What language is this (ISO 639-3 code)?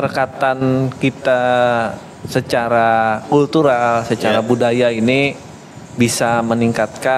bjn